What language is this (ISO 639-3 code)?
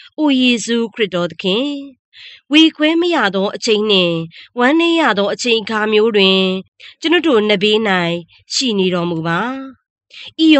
mya